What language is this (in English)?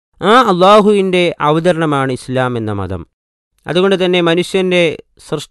Malayalam